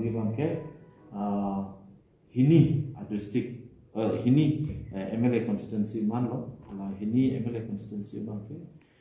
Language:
Karbi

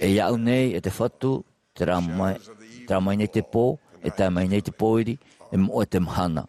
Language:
Tahitian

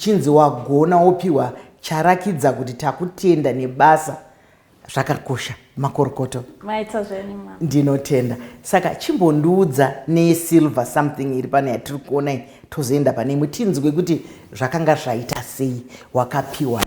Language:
Shona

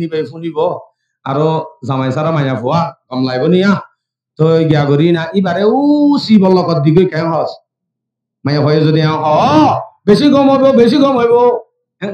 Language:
Rohingya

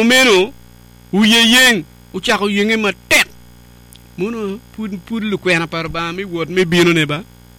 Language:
Acoli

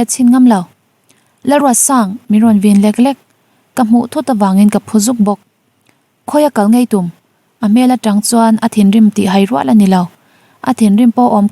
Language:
Mizo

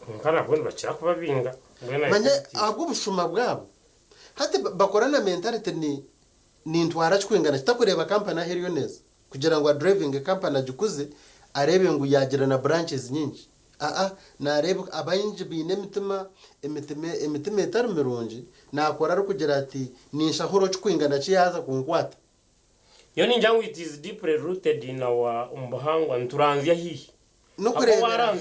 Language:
Nyankole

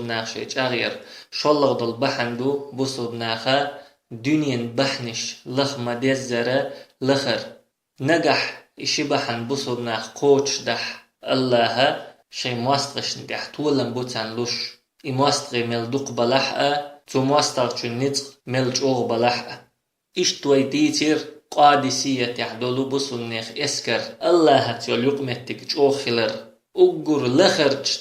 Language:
Chechen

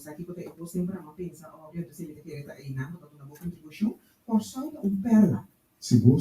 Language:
Papiamento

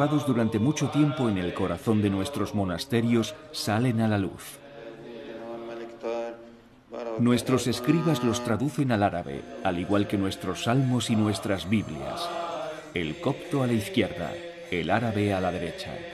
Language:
Spanish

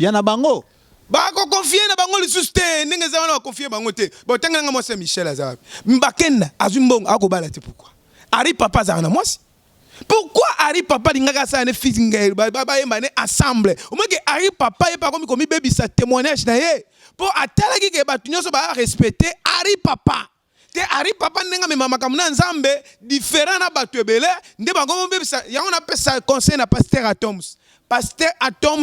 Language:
Lingala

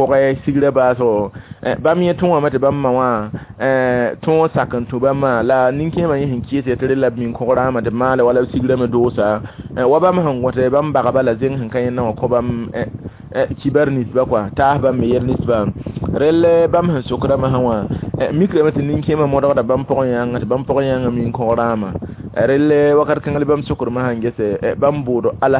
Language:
Mossi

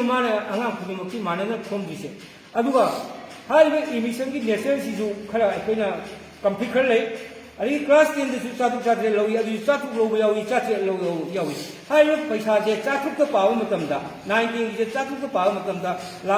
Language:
Manipuri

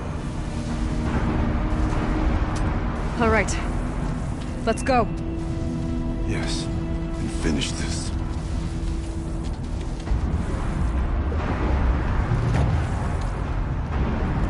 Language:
English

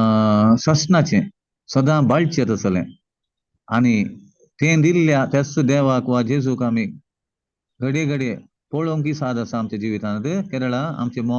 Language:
Konkani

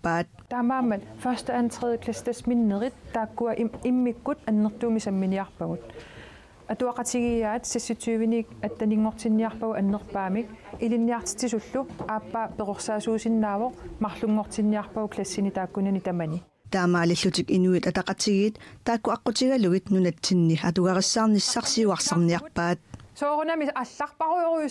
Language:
Kalaallisut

